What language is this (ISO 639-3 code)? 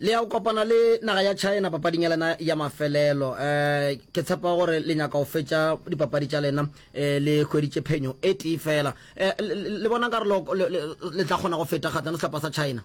nso